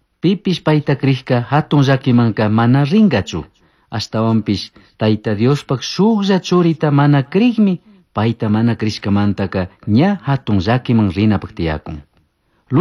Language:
Chimborazo Highland Quichua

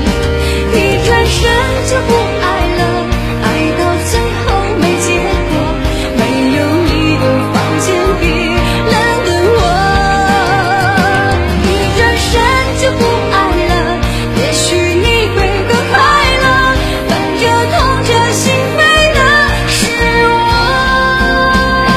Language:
Chinese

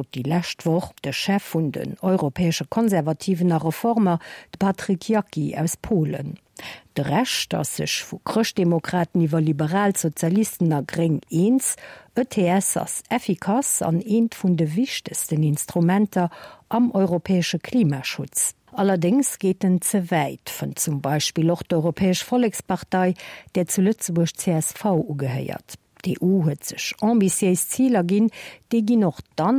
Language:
Luxembourgish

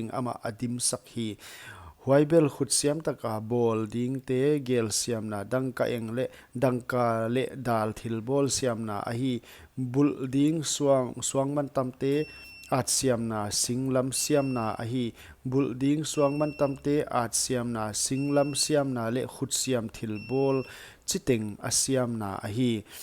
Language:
Paite Chin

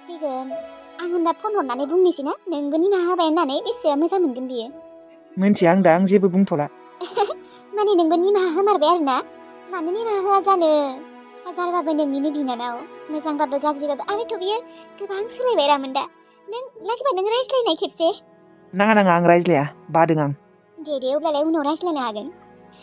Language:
Bodo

